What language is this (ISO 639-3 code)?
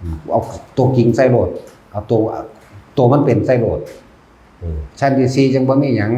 tts